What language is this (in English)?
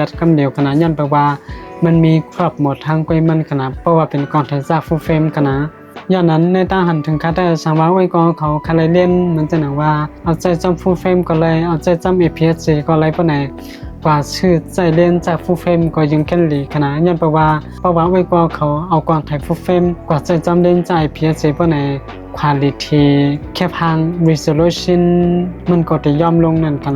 Shan